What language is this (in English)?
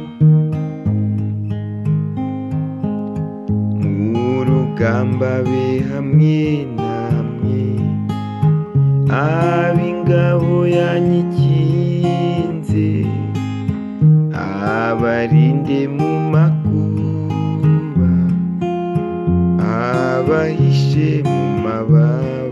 Kinyarwanda